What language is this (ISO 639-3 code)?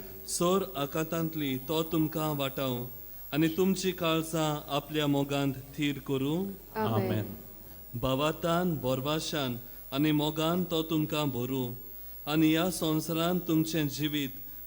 kok